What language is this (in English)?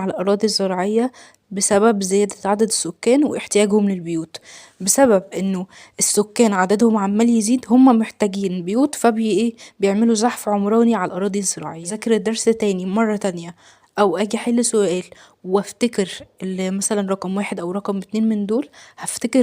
Egyptian Arabic